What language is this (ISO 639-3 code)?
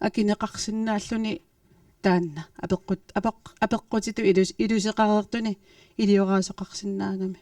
kal